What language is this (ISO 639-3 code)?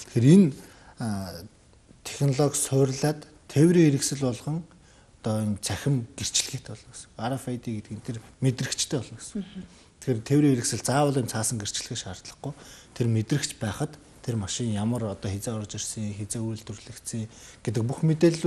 mon